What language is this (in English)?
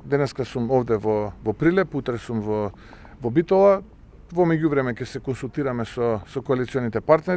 Macedonian